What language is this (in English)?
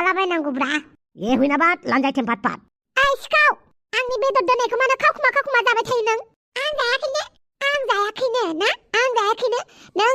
Bodo